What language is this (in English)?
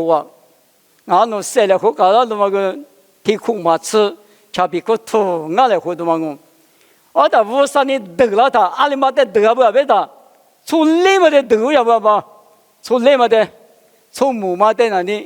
Lisu